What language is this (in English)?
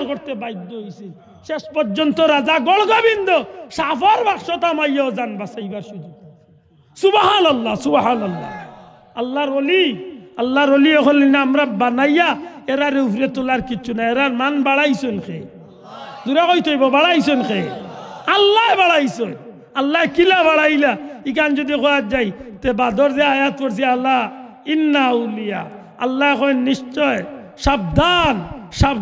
Sylheti